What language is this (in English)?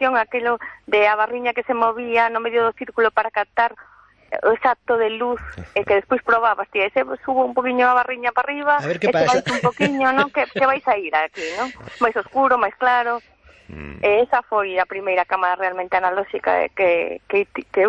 Galician